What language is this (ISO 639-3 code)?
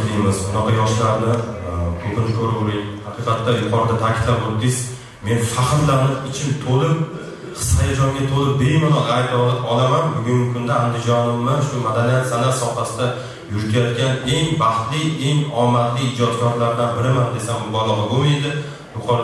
uzb